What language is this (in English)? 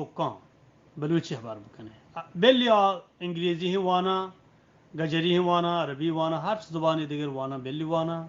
Eastern Balochi